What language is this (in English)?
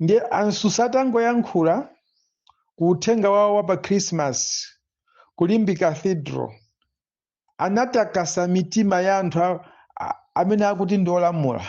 Nyanja